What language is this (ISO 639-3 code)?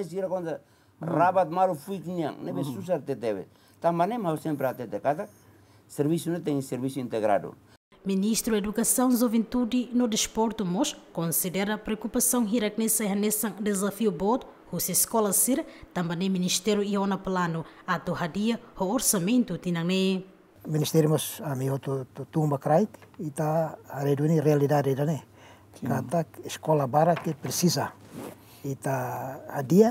tet